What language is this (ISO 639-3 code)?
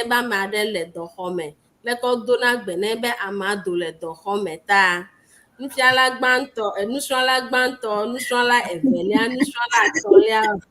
ewe